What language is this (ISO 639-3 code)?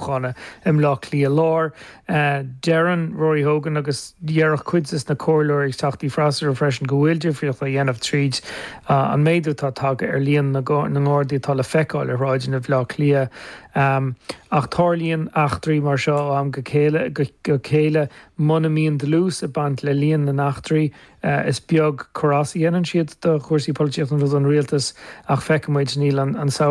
gle